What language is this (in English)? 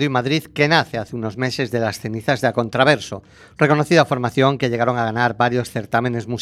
Spanish